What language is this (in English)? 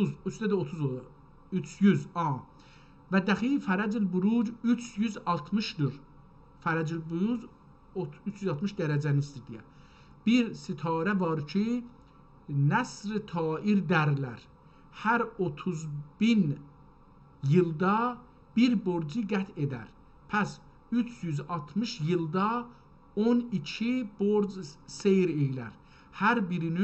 South Azerbaijani